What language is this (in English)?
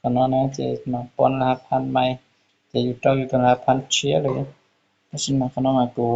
Hmong